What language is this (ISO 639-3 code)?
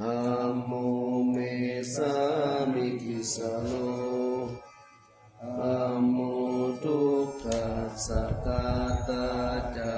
pli